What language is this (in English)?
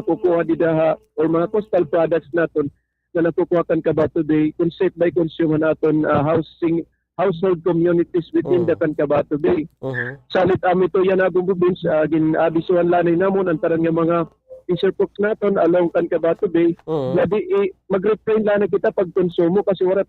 Waray